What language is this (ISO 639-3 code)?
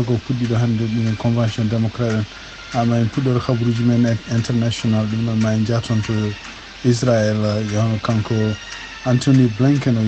ful